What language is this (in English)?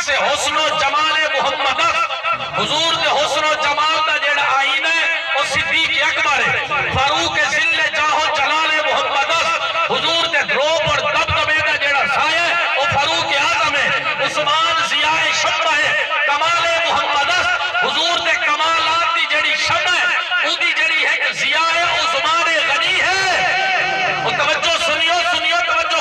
Saraiki